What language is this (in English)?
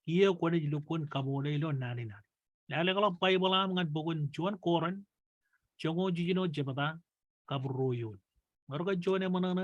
Marshallese